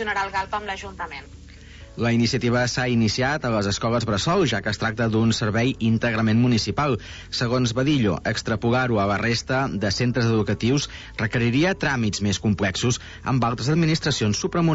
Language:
Catalan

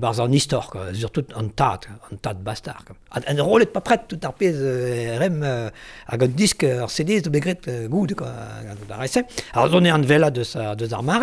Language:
Breton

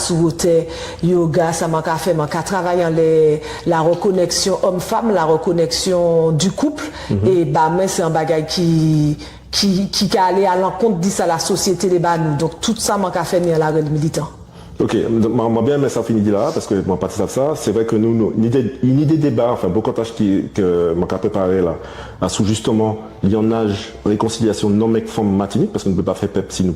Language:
Guadeloupean Creole French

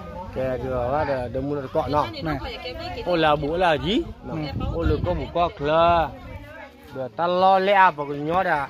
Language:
S'gaw Karen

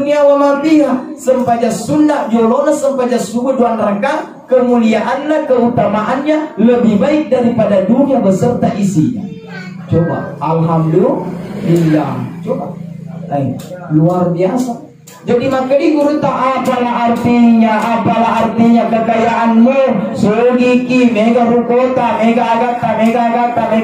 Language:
Buginese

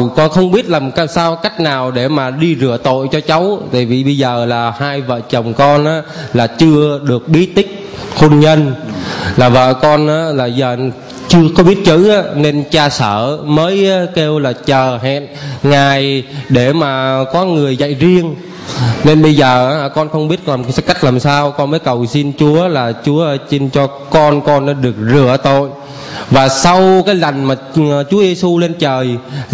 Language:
Vietnamese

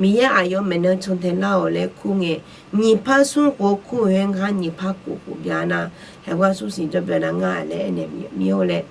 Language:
Akha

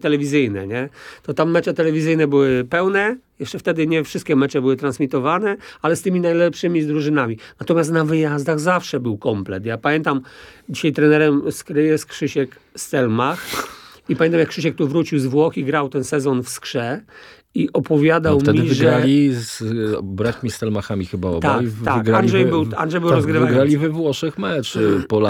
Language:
Polish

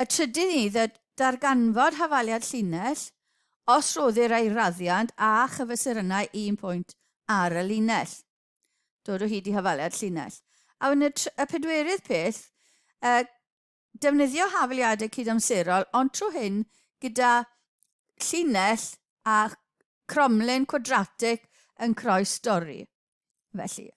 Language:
Welsh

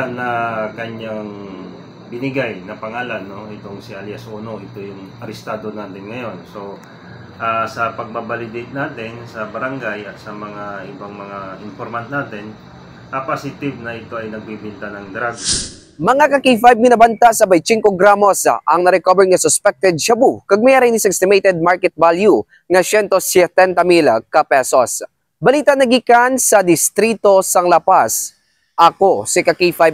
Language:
Hiligaynon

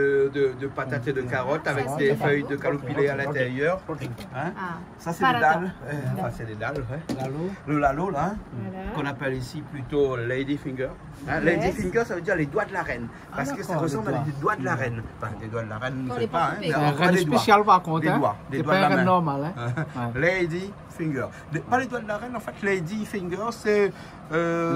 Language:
Réunion Creole French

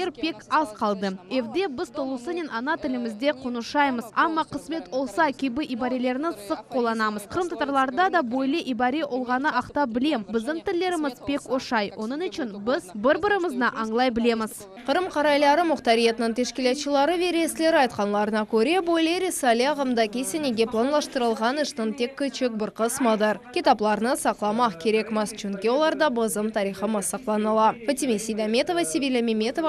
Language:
Crimean Tatar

